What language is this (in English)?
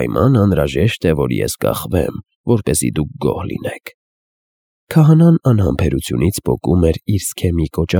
Armenian